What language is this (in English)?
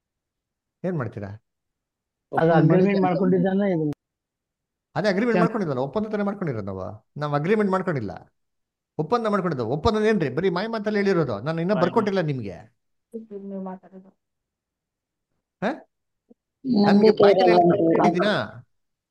Kannada